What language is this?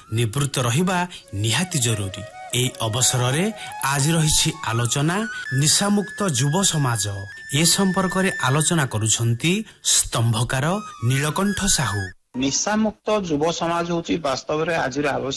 Odia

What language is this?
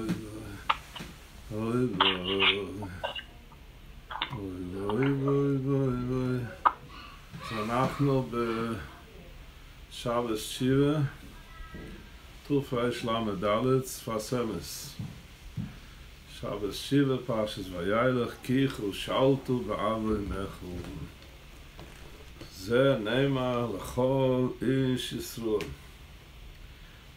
Hebrew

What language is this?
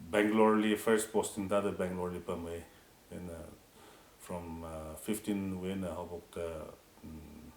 Tangkhul Naga (India)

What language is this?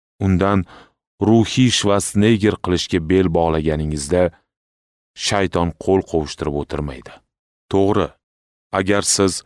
Uzbek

